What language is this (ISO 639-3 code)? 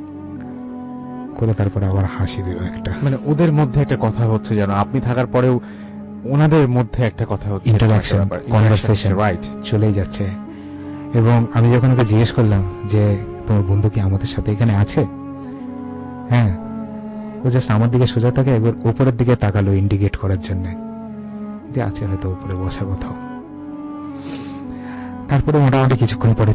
ben